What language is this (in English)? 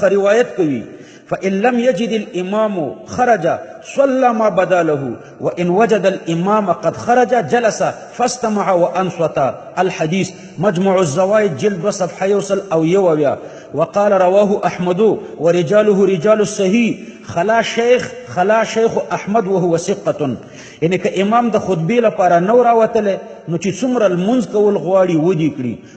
Pashto